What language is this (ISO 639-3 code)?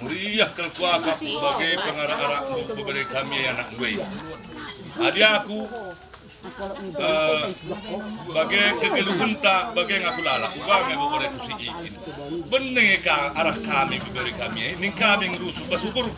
btx